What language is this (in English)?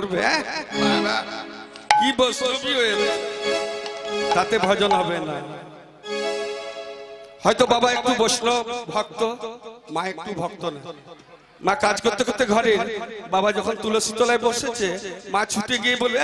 Bangla